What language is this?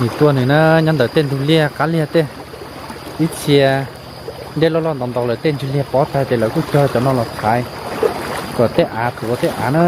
Hmong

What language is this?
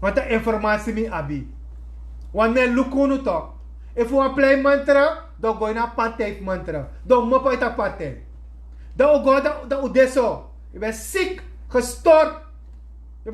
Sranan Tongo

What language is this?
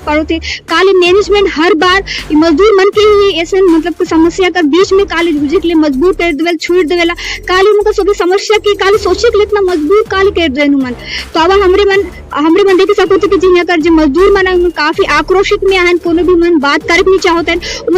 Sadri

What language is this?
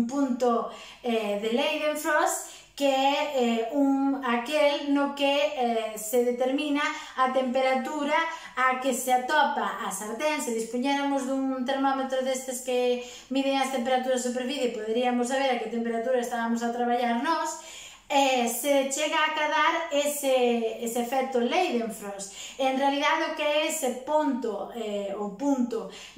Galician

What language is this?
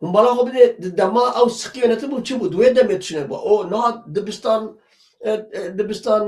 Kurdish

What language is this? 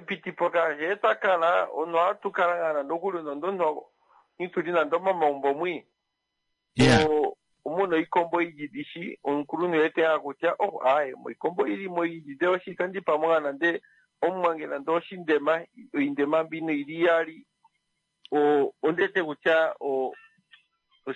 Kuanyama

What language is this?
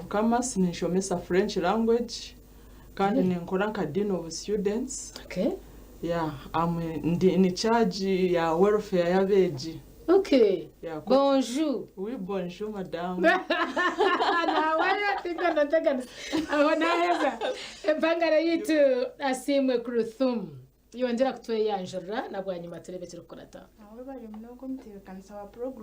Nyankole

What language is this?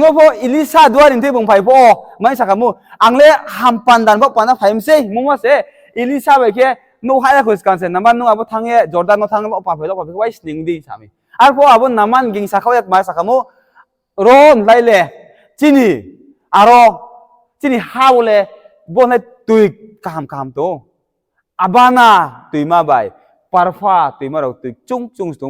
Riang (India)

